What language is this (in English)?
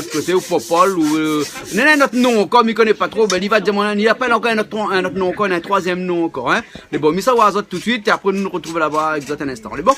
Réunion Creole French